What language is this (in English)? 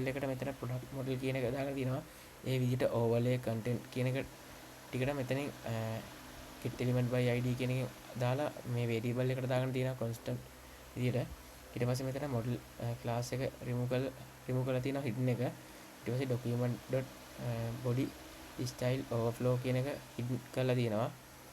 Sinhala